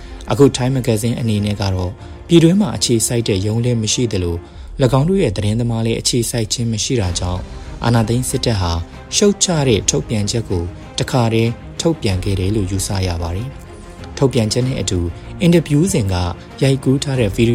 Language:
Burmese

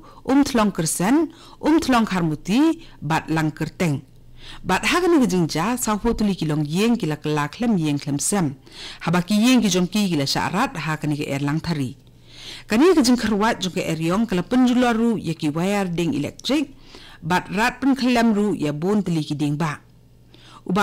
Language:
Khasi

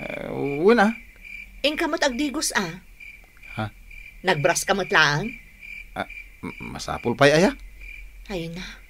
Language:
Iloko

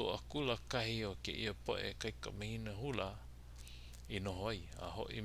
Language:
Hawaiian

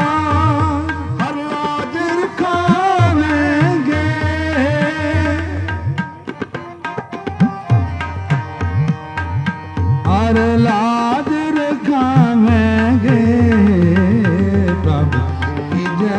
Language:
Punjabi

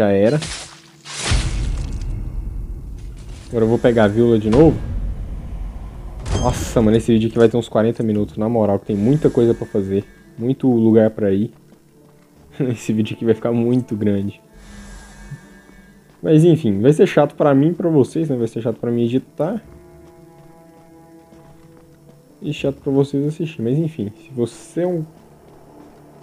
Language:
Portuguese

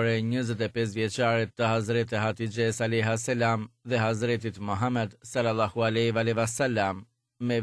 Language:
Albanian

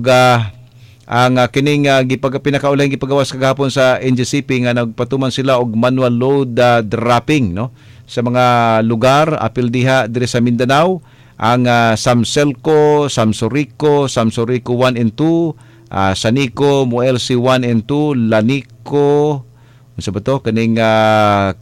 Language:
Cebuano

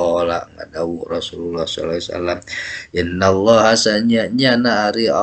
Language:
Sundanese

